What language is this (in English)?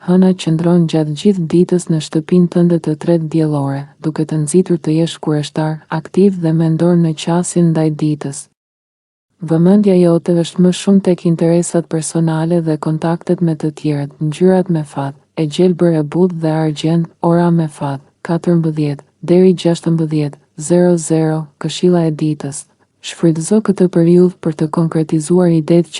Albanian